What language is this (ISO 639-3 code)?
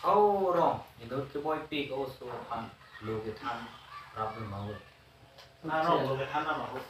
mjw